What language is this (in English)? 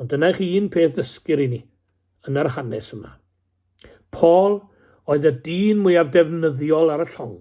Welsh